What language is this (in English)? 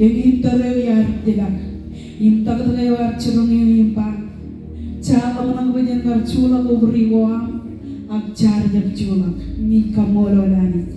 Marshallese